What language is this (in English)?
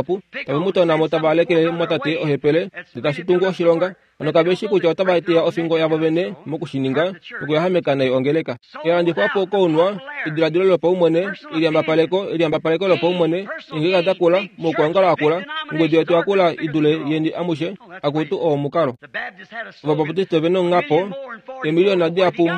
Kuanyama